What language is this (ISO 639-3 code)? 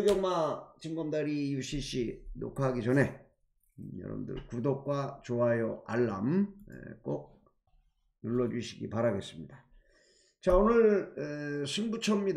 kor